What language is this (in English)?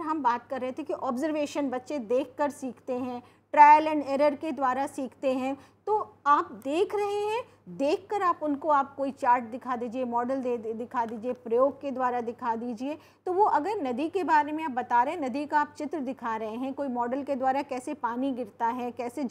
Hindi